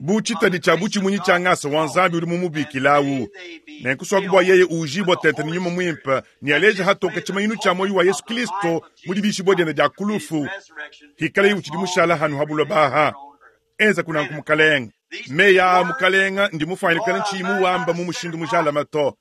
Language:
Luba-Lulua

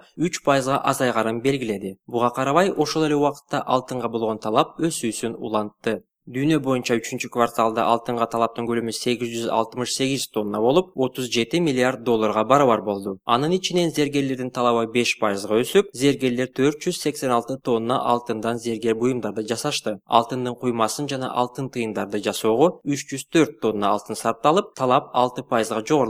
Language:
Kyrgyz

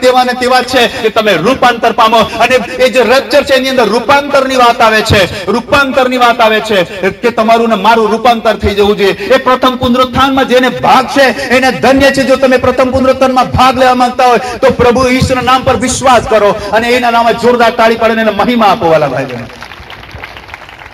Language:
Gujarati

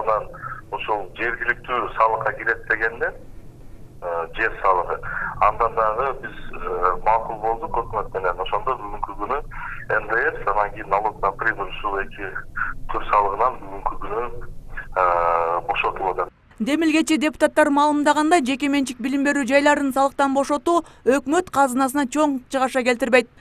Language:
Kyrgyz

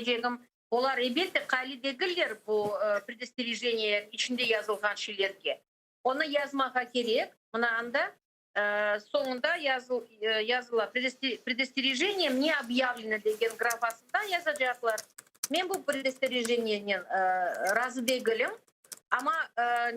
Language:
Crimean Tatar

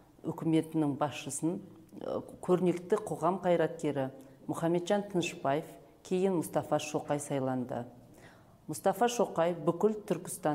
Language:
Kazakh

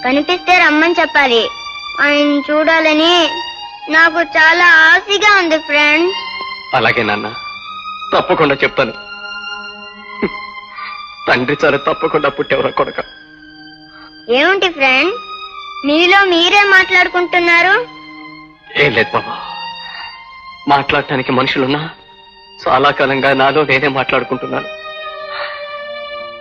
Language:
Telugu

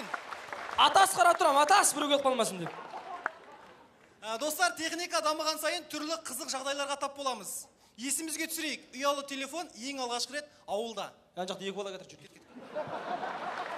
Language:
Kazakh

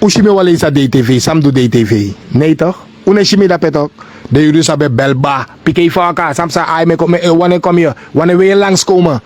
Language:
Sranan Tongo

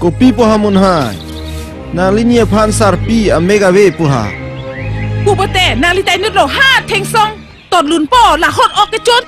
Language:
Karbi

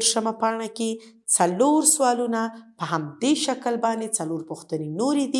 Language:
Pashto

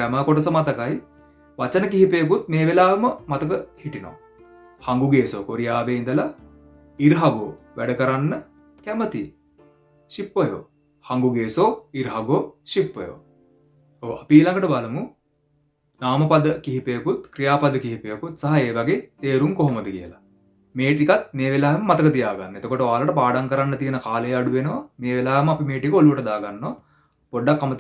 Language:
Sinhala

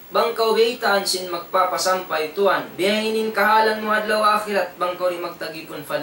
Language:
Tausug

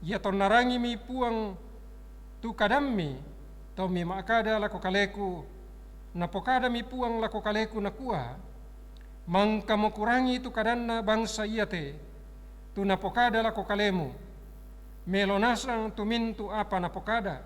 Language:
Toraja-Sa'dan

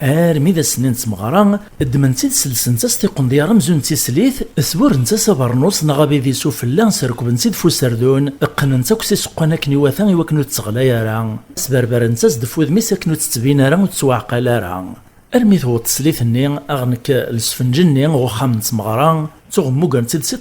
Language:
Kabyle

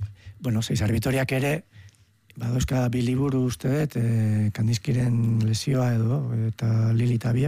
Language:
Basque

